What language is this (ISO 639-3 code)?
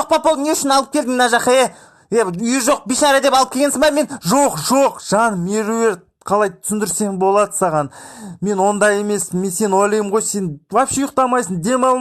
kaz